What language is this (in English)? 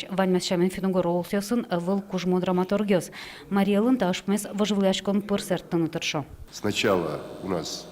Udmurt